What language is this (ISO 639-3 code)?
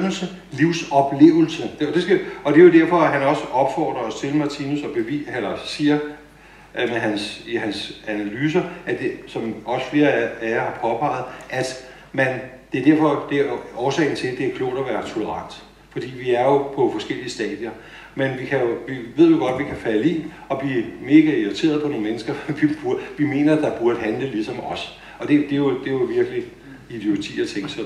dan